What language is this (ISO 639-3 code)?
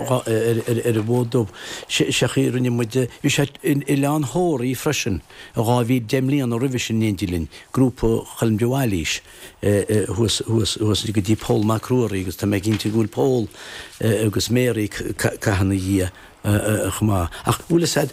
gle